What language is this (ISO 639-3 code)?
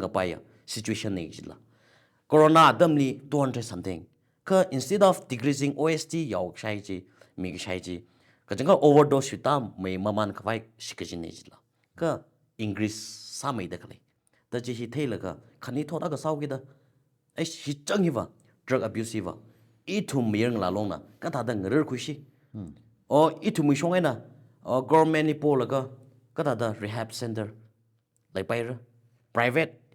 nmf